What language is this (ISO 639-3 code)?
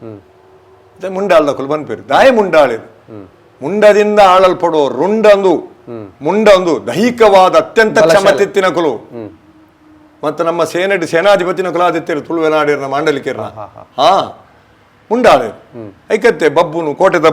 tcy